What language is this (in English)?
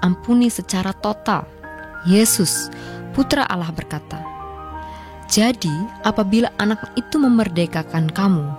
Indonesian